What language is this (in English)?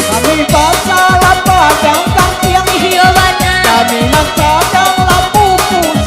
Minangkabau